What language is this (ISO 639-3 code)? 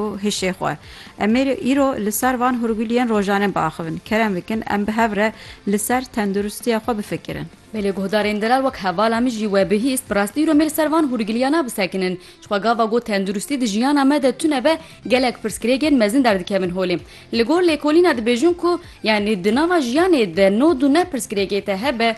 kur